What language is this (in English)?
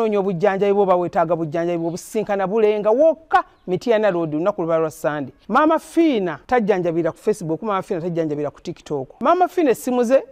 Ganda